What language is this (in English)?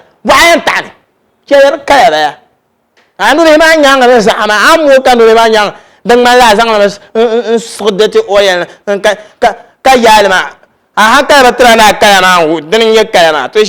Dagbani